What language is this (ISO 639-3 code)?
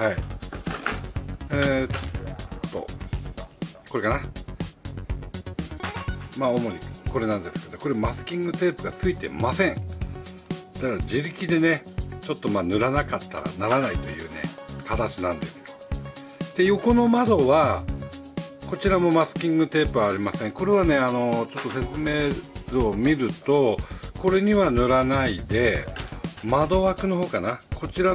jpn